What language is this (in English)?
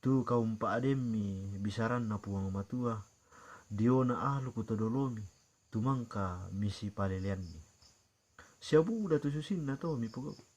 Toraja-Sa'dan